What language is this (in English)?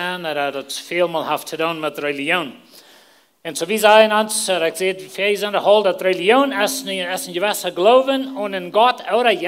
Plautdietsch